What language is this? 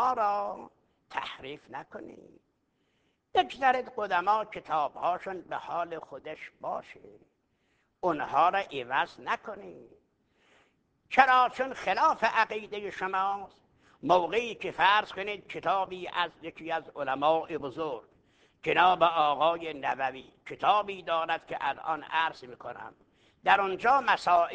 Persian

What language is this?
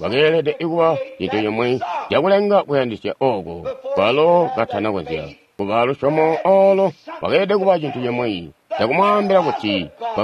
Tonga (Zambia)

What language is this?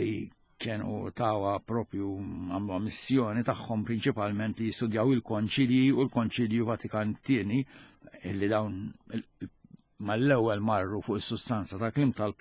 Maltese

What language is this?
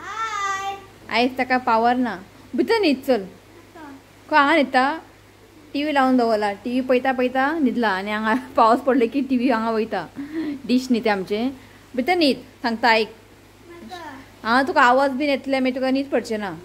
Konkani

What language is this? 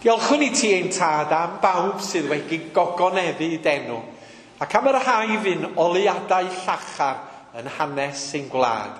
Welsh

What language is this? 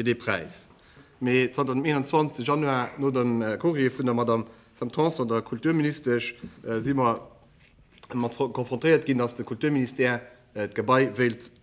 Luxembourgish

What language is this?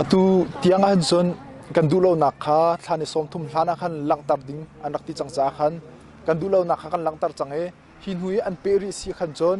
Hakha Chin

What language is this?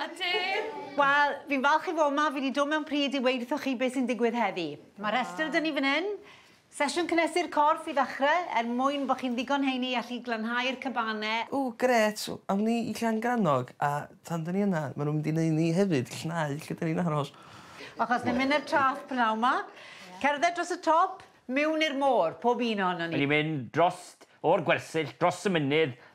Welsh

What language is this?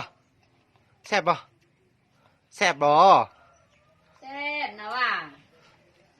Lao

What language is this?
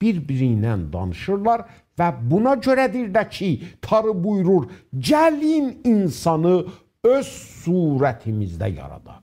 South Azerbaijani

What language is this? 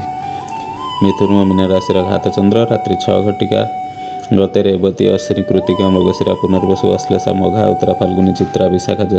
Odia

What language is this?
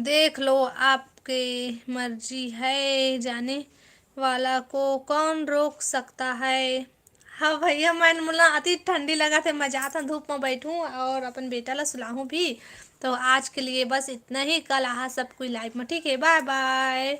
Chhattisgarhi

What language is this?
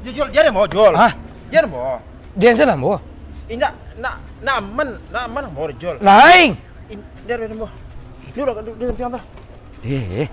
Minangkabau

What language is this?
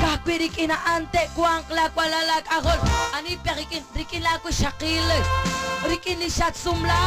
Kekchí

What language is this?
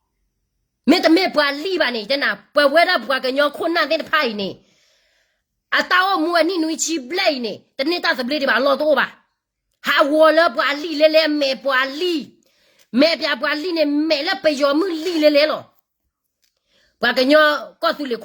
S'gaw Karen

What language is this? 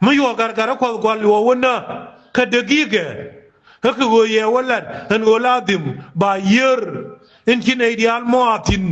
Nuer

